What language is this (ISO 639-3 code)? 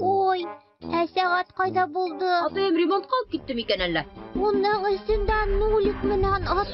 bak